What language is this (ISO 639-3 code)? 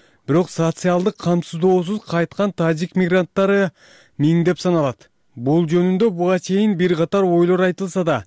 kir